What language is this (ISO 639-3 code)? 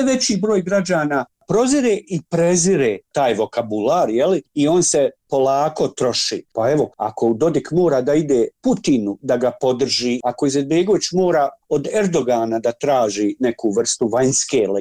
bos